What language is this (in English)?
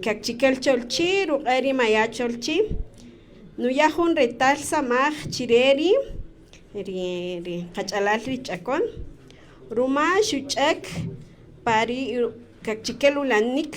Kaqchikel